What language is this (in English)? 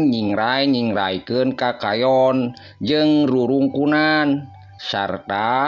Sundanese